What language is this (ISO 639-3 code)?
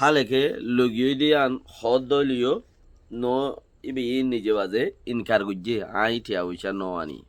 rhg